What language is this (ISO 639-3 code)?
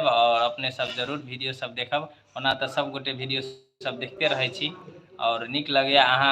mai